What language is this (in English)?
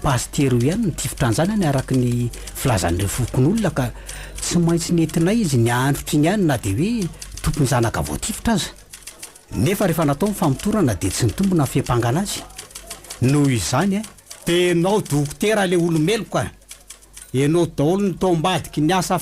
Malagasy